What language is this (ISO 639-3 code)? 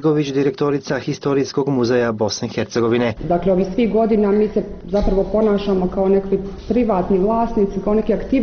bos